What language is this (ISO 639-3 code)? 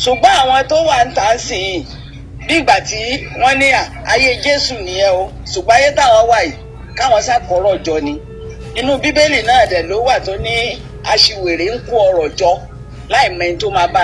yor